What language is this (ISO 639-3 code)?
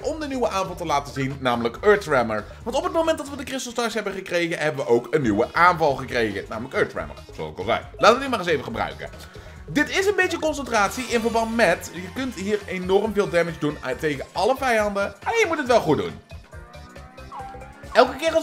nld